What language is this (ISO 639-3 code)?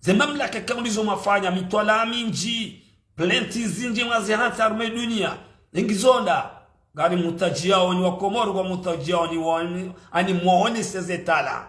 zdj